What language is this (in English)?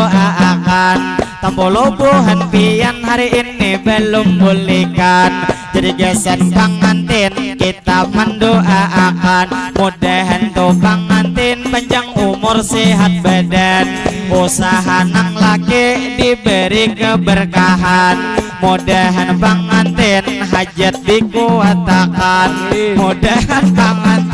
Banjar